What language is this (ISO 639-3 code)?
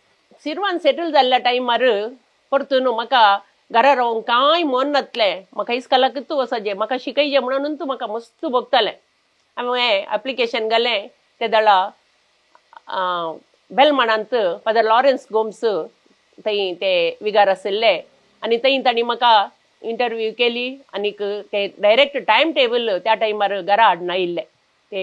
kok